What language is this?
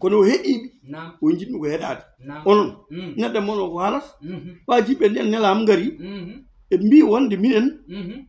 Fula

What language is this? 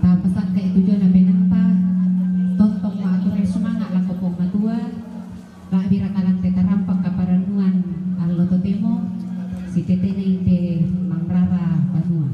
Toraja-Sa'dan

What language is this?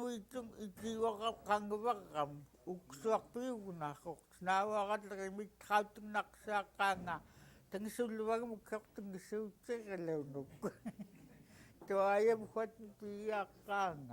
Central Yupik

